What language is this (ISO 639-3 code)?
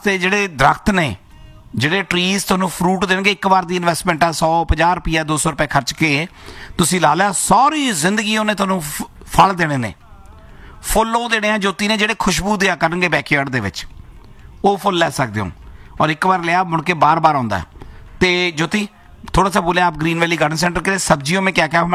pan